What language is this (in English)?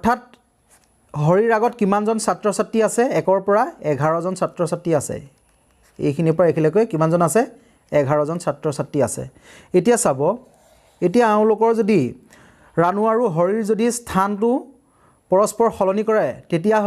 Assamese